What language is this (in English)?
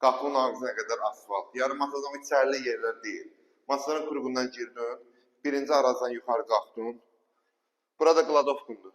Azerbaijani